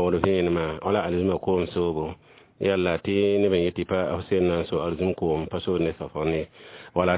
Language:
Mossi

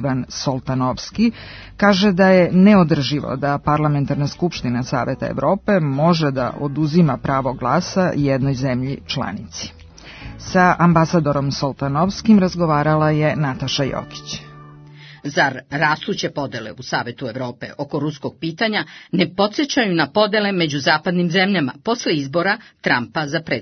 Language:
Serbian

